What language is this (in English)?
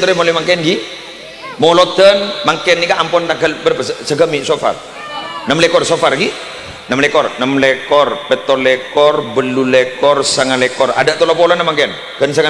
Madurese